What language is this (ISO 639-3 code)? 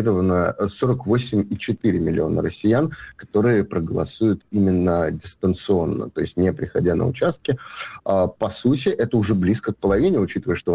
rus